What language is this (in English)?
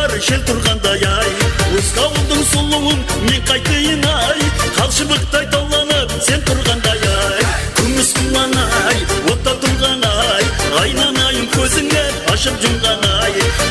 Kara-Kalpak